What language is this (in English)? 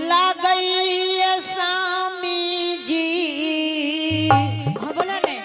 Angika